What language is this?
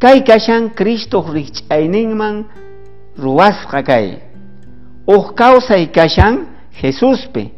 South Bolivian Quechua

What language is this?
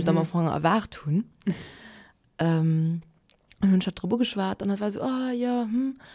Luxembourgish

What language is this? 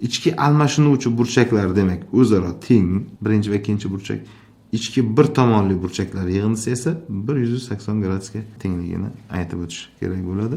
Uzbek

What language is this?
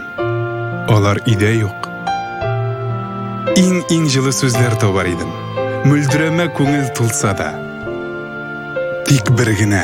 Tatar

